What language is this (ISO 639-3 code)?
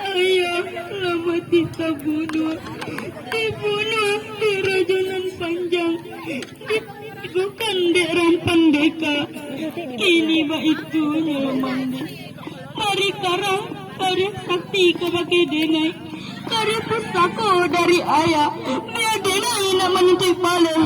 min